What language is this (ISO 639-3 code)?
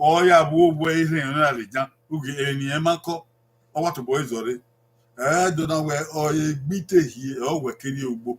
bin